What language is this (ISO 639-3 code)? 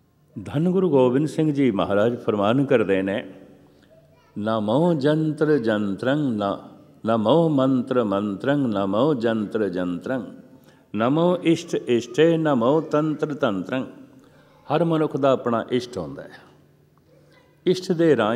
pan